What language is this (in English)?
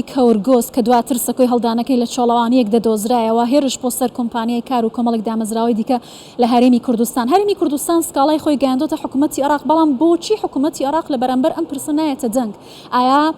Central Kurdish